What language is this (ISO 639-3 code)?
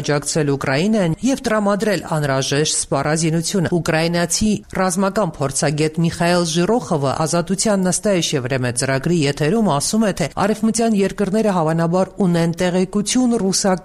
hye